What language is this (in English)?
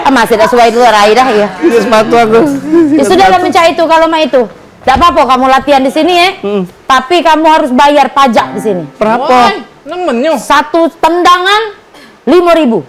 Musi